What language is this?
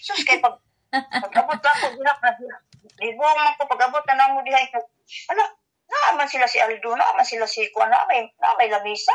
Cebuano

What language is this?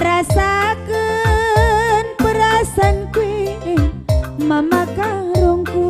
Batak Karo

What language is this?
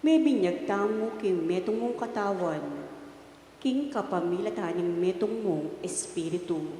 Pampanga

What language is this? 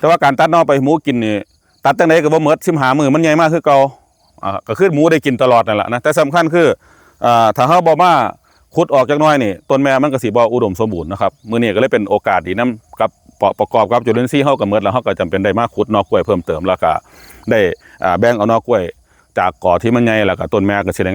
Northeastern Thai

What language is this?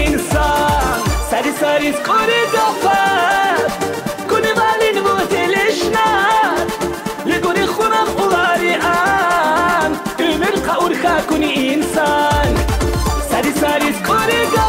Tabassaran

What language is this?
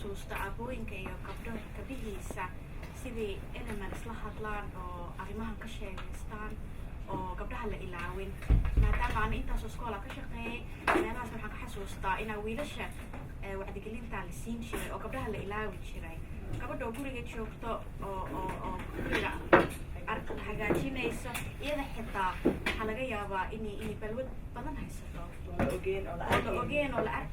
Somali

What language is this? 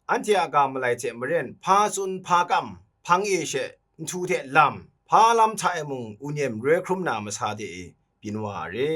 Kachin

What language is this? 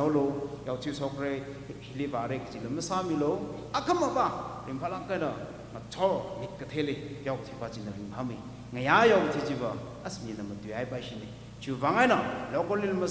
Tangkhul Naga (India)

